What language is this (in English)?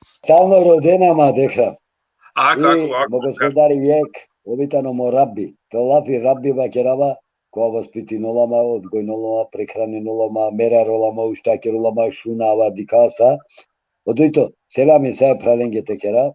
Balkan Romani